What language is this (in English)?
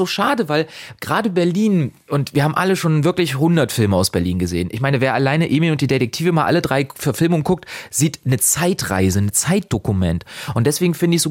German